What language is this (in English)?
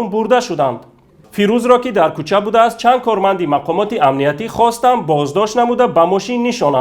Tajik